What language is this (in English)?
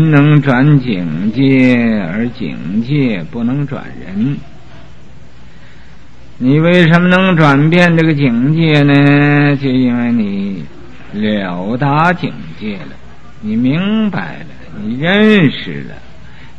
Chinese